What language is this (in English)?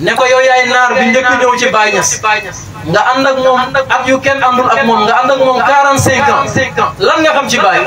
Wolof